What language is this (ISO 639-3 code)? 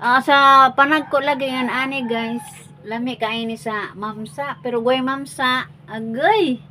ceb